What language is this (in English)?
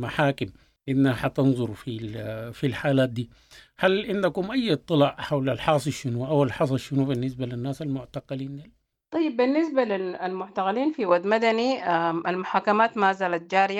Sudanese Arabic